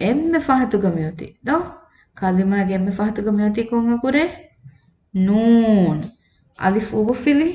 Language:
Divehi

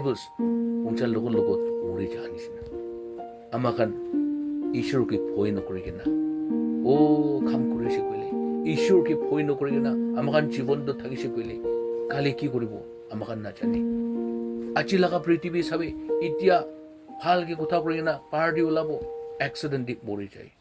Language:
Naga Pidgin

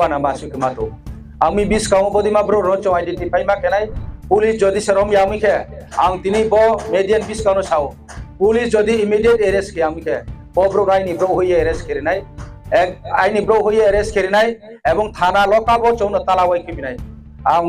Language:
Riang (India)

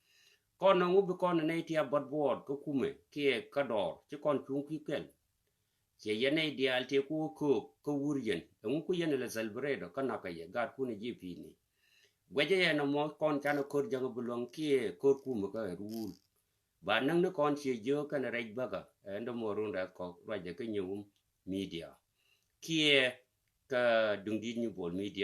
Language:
Nuer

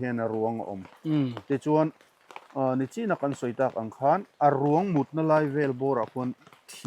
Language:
Mizo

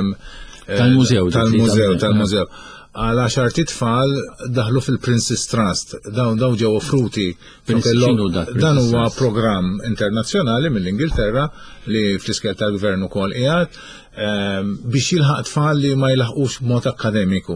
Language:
Maltese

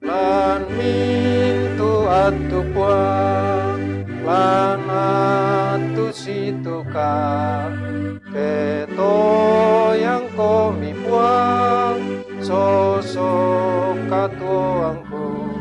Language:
Toraja-Sa'dan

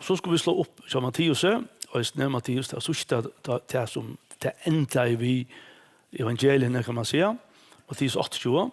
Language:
Faroese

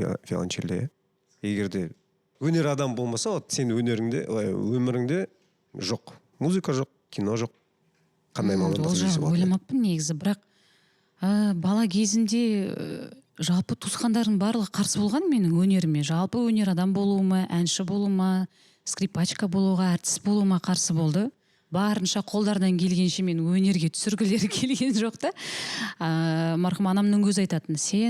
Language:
Kazakh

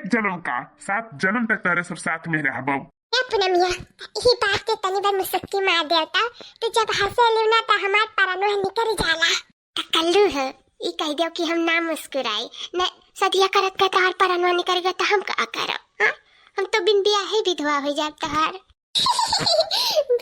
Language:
Awadhi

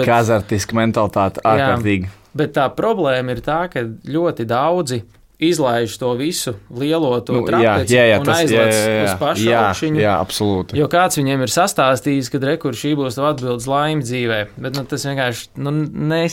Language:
Latvian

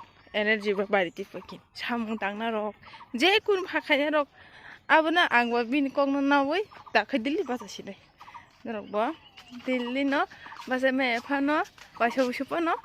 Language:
Kok Borok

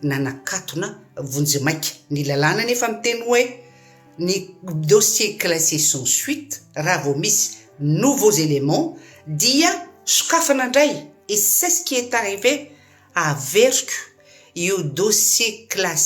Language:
Malagasy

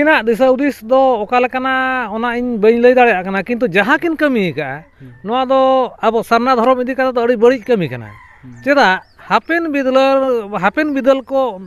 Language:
Santali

